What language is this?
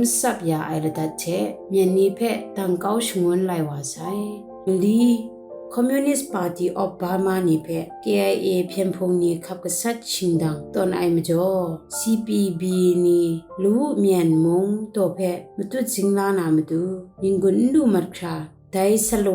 Kachin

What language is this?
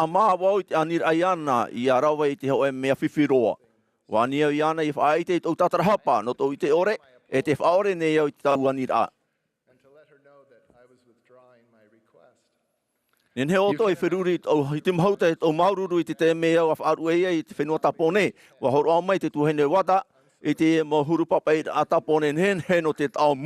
Tahitian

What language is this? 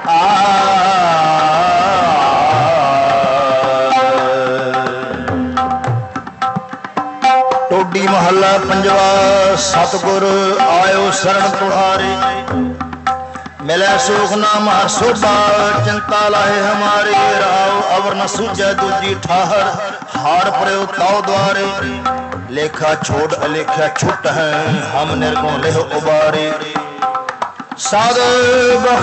Punjabi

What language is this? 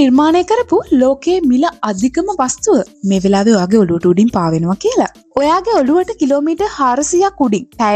Sinhala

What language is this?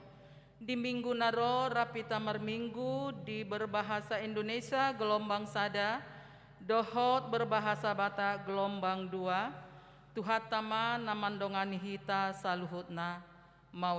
Batak Toba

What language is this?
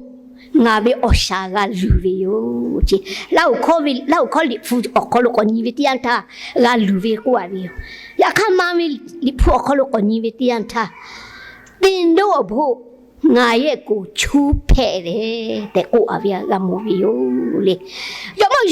Lahu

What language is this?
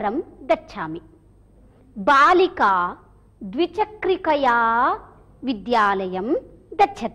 Sanskrit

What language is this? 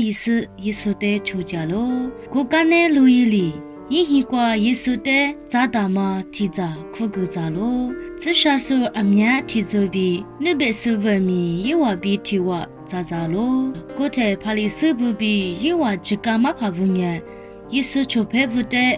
Lisu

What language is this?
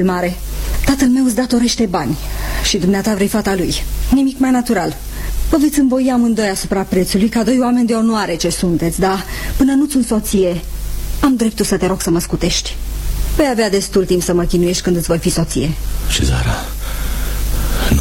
Romanian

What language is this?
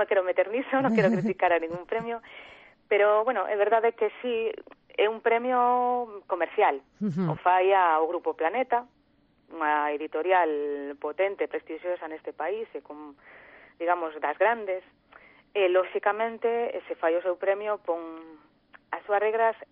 Galician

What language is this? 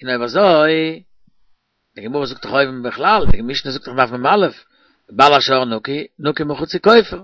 Yiddish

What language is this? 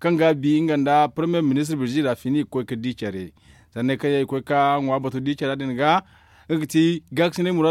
Zarma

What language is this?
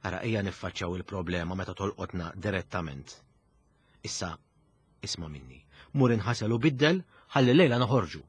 Maltese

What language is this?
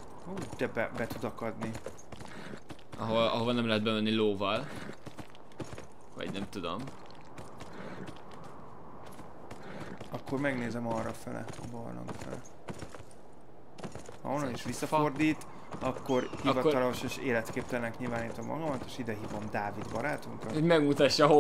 Hungarian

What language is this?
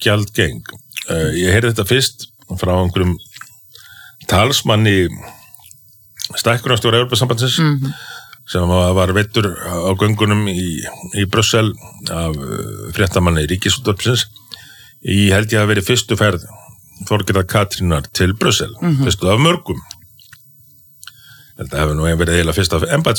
Icelandic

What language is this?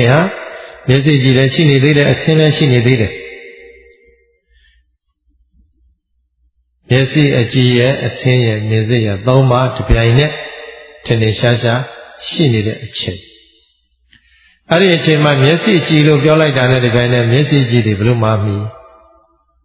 Burmese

